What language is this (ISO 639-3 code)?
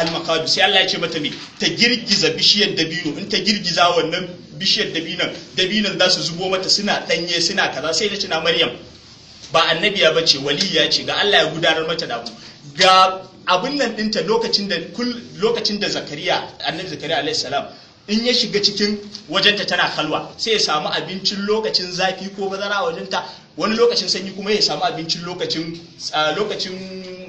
hau